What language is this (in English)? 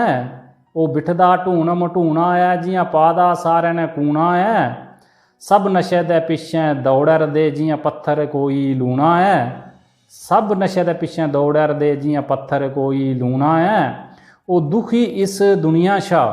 Dogri